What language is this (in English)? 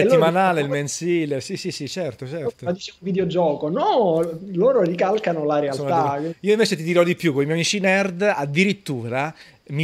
Italian